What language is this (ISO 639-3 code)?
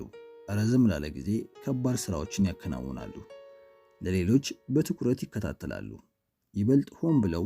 amh